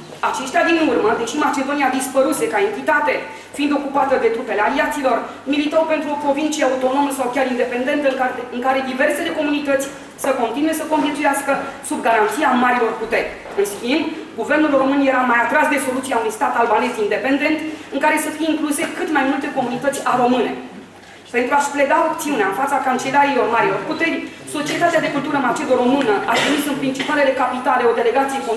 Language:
Romanian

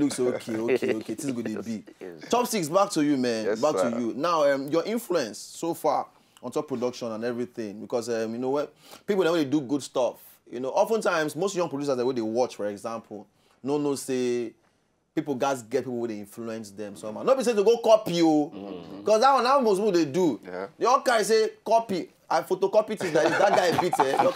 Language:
Nigerian Pidgin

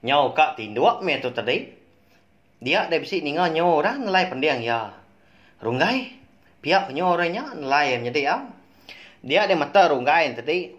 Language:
Iban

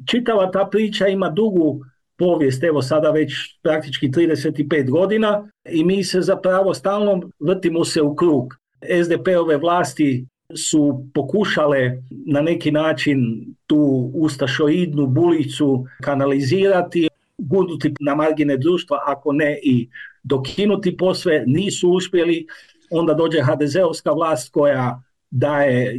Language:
Croatian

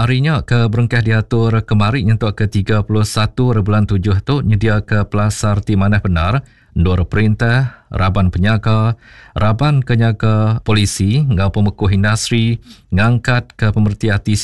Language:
Iban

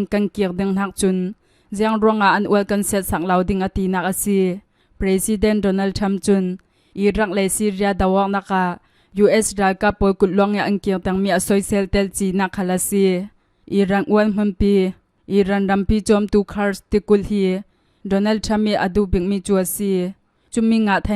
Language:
Hakha Chin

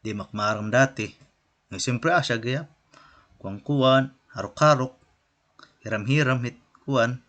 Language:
Waray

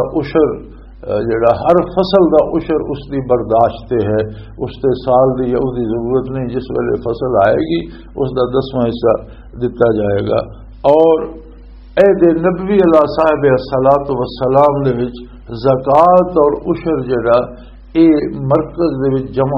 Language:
Western Panjabi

